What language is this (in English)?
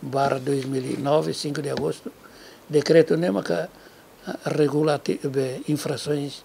Tetum